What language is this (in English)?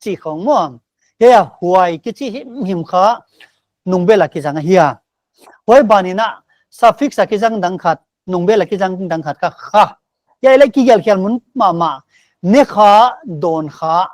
Paite Chin